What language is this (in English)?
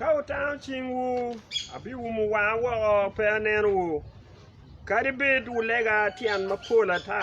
Acoli